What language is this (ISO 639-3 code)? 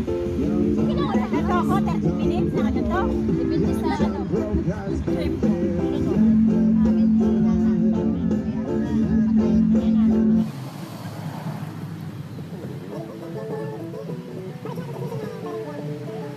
fil